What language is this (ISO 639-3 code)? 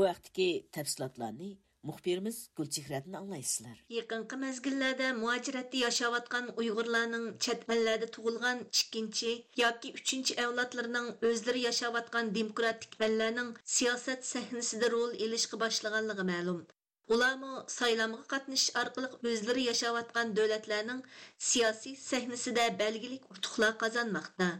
uig